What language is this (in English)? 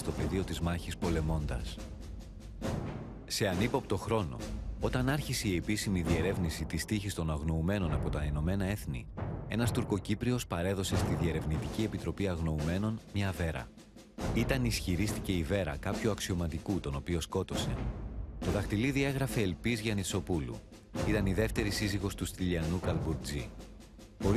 Greek